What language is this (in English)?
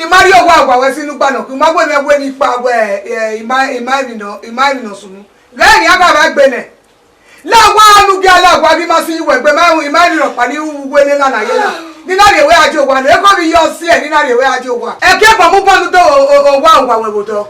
Bini